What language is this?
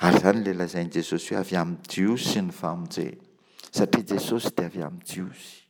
Malagasy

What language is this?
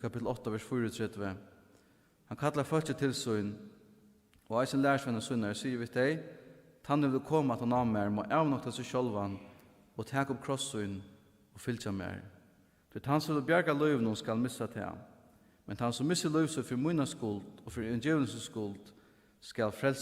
Faroese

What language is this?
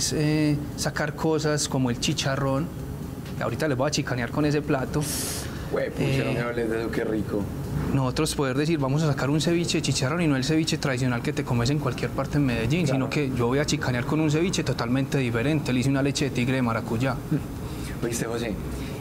Spanish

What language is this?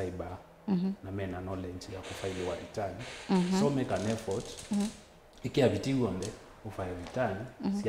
Kamba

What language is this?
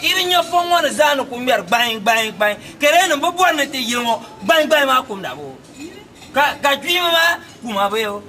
Dagbani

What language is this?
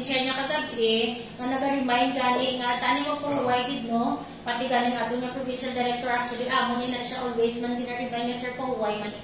Hiligaynon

